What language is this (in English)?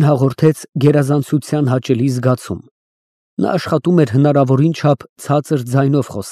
Armenian